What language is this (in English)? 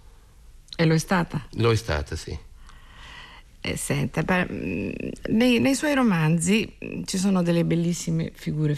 Italian